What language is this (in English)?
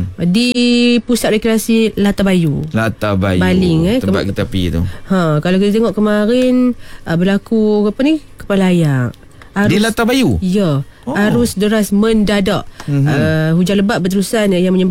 Malay